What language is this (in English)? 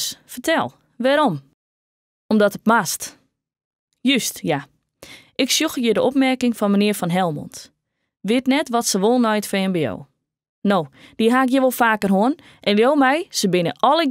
Western Frisian